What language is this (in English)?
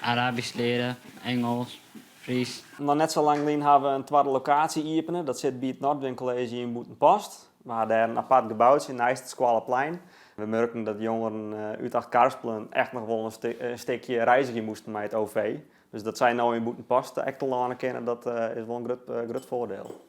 Western Frisian